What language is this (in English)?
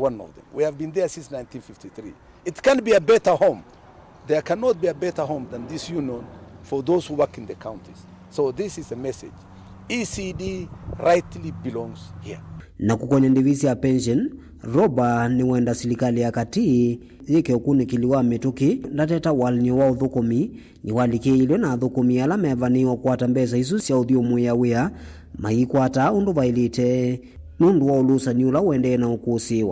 Kamba